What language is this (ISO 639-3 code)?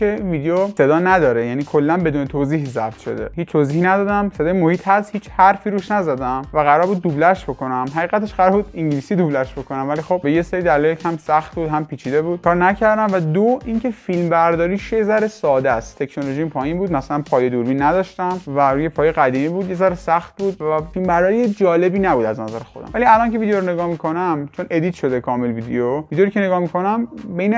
fas